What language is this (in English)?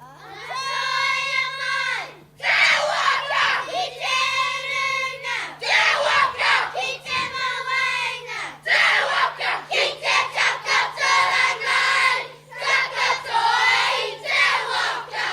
Māori